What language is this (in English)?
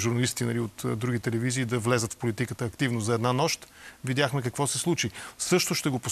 Bulgarian